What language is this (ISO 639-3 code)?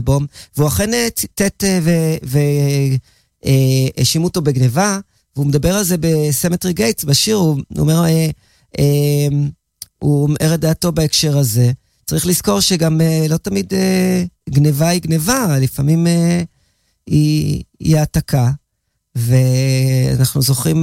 heb